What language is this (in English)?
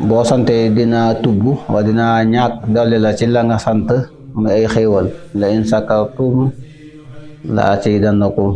Wolof